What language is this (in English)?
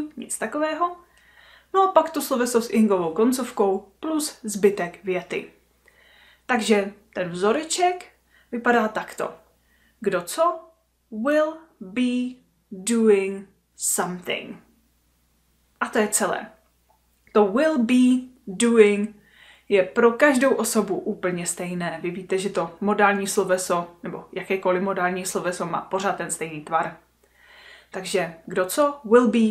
Czech